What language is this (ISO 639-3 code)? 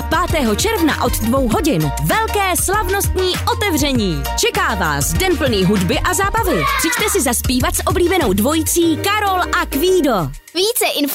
ces